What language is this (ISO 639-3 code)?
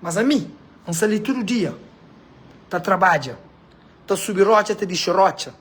kea